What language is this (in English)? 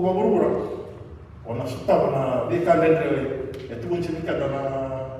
Fijian